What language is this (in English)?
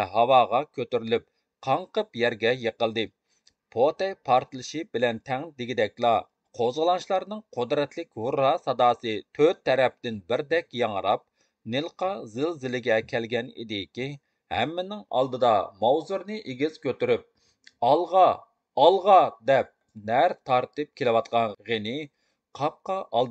Uyghur